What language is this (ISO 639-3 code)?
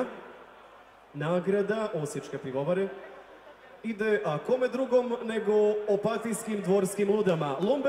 hrv